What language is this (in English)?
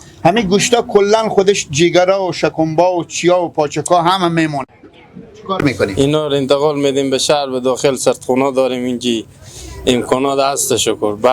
Persian